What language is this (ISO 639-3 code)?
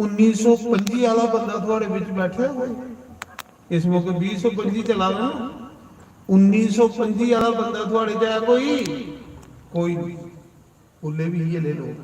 doi